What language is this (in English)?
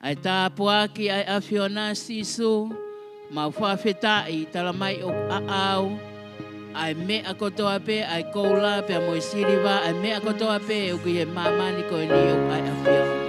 Tongan